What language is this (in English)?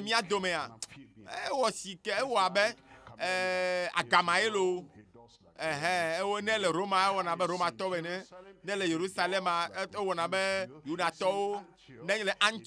Ewe